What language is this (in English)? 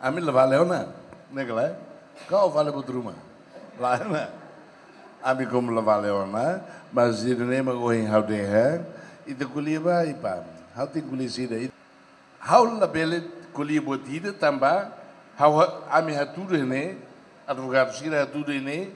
Tetum